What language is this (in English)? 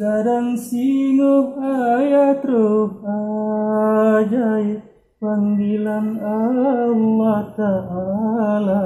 Achinese